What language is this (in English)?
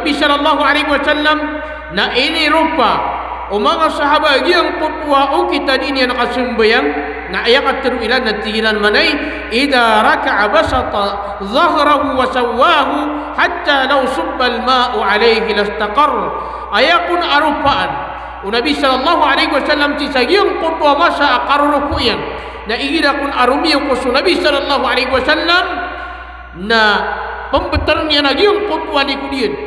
Maranao